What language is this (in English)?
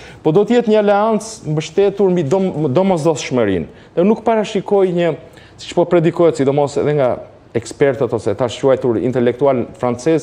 Albanian